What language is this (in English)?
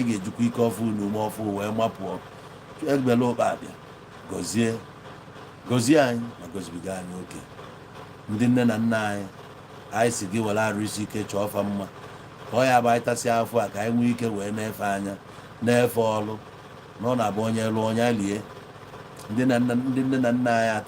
Igbo